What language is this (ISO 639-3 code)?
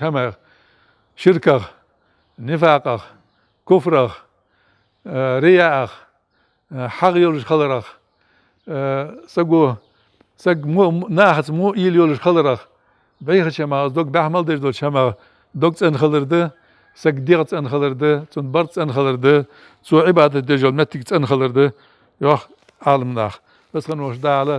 inh